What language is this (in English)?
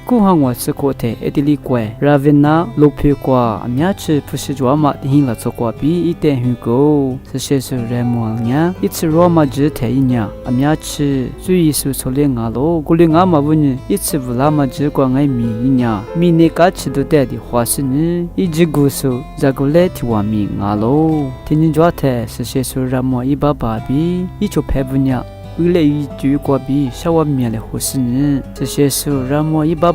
Lisu